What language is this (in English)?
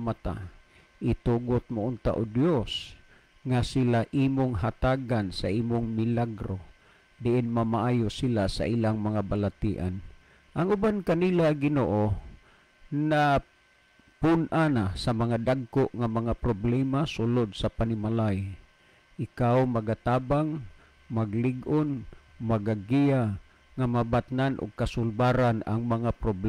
Cebuano